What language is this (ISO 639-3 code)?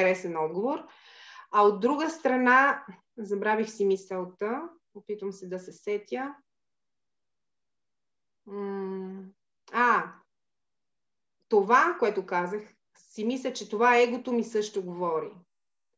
bul